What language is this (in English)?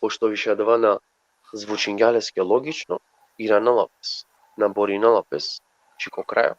Balkan Romani